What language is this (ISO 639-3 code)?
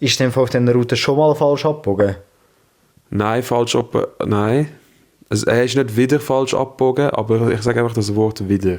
gsw